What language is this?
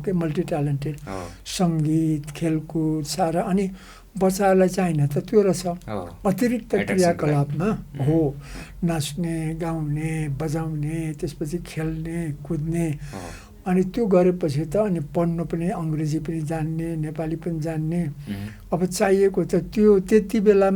Nepali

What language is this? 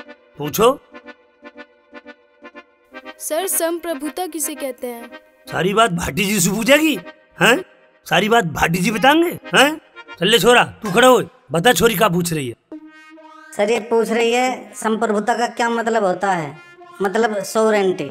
Hindi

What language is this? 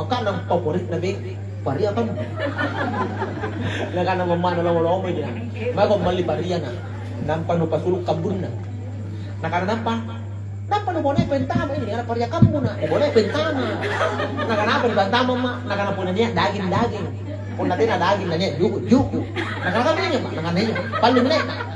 Makasar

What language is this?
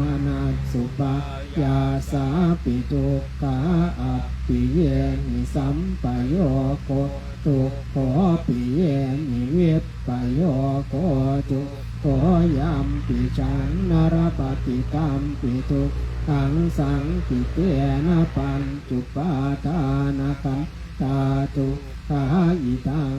Pali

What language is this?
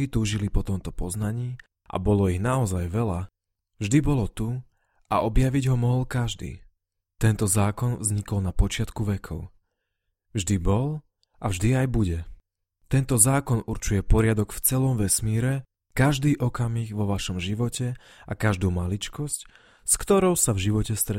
Slovak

